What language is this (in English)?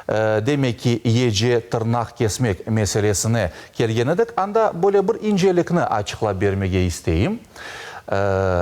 Crimean Tatar